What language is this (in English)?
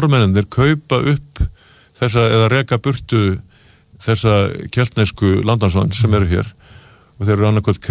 Icelandic